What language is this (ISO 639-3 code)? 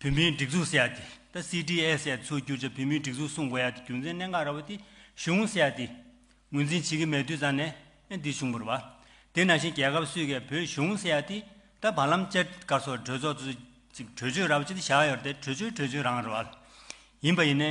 bod